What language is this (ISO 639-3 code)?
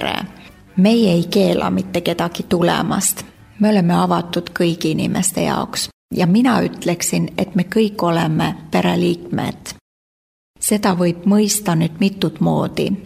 est